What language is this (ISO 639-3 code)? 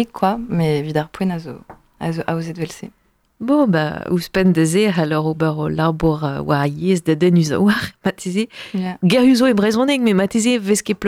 bre